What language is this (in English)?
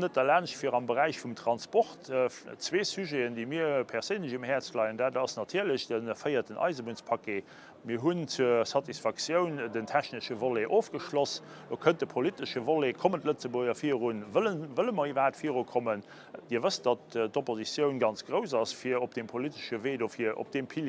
Luxembourgish